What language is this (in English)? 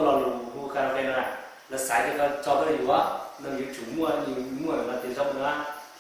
Hmong